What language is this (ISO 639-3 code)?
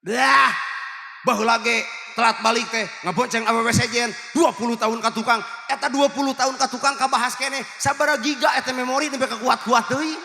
sun